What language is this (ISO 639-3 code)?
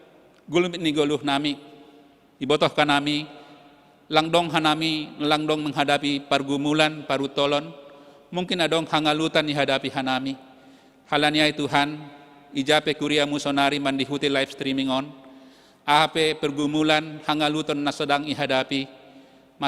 bts